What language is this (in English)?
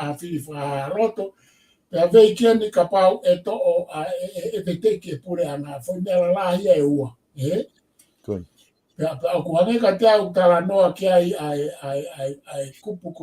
Tongan